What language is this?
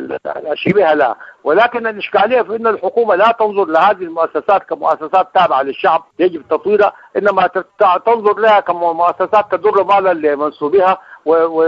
Sudanese Arabic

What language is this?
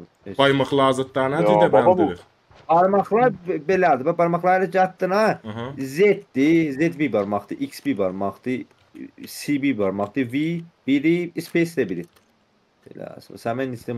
South Azerbaijani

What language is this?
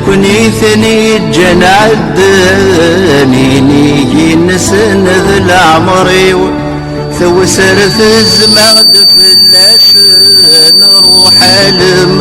Kabyle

